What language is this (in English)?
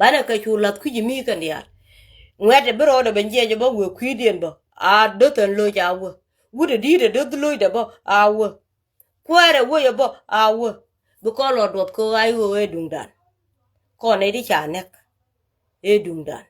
Nuer